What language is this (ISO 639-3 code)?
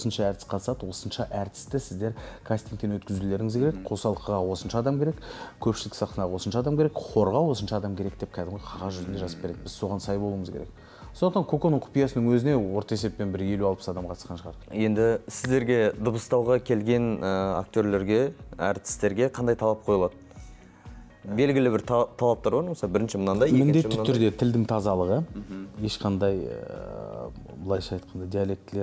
kaz